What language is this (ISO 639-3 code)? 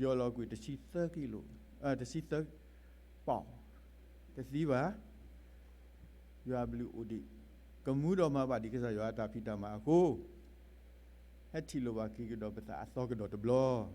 ksw